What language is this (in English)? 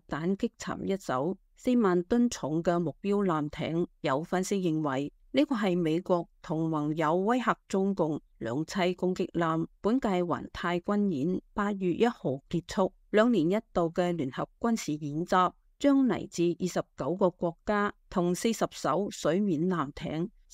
Cantonese